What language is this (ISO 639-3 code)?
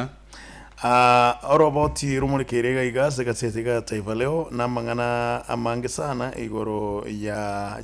guz